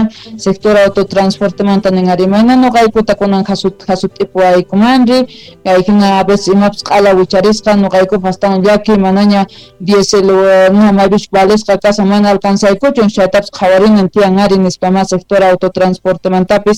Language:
South Bolivian Quechua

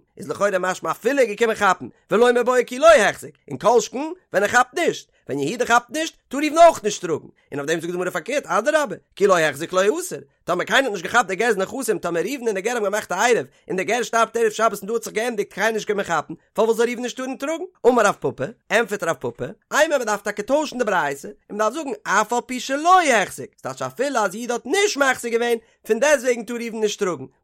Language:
Yiddish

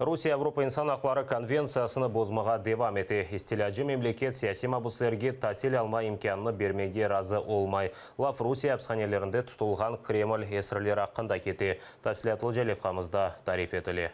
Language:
Crimean Tatar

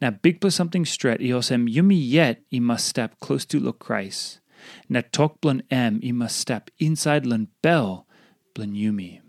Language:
Tok Pisin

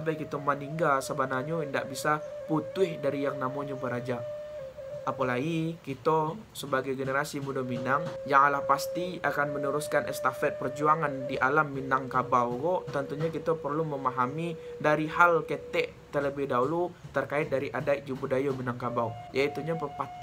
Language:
Minangkabau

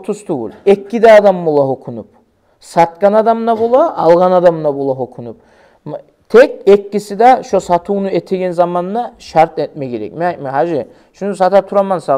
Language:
Kumyk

